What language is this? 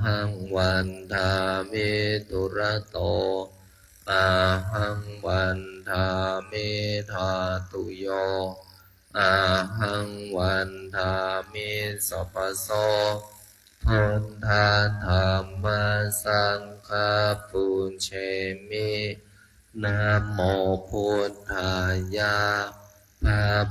Pali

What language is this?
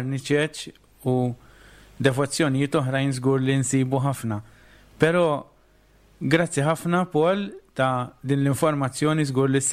Maltese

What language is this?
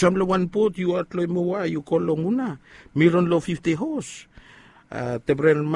Bislama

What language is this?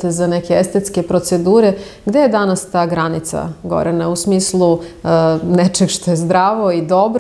Serbian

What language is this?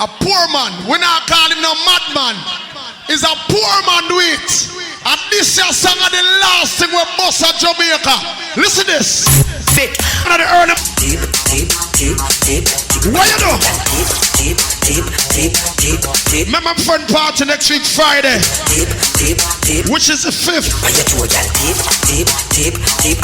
Jamaican Creole English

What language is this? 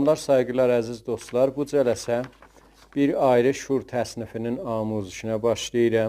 South Azerbaijani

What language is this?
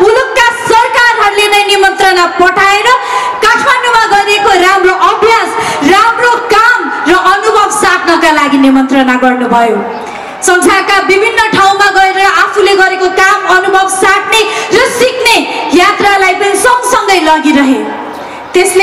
Nepali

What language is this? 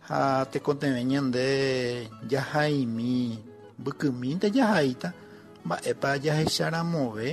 Guarani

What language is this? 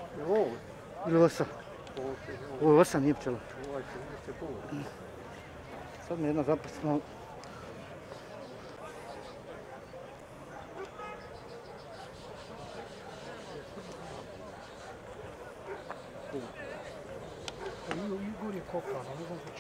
Bosnian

